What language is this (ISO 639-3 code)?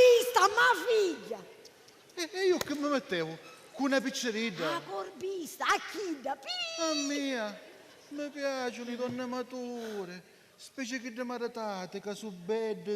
scn